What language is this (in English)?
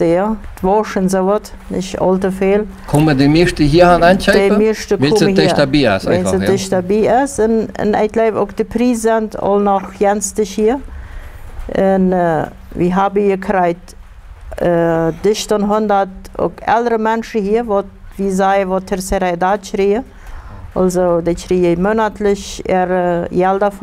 Plautdietsch